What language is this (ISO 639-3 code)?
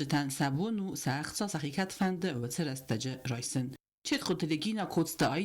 oss